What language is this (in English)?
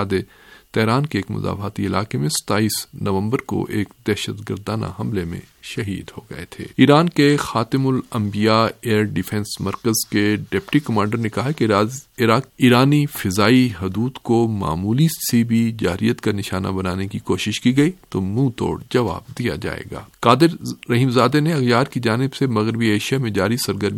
Urdu